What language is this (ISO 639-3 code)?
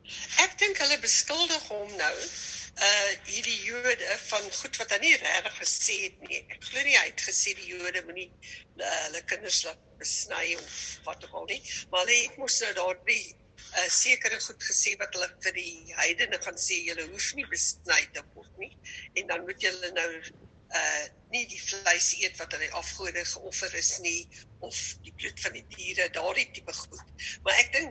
afr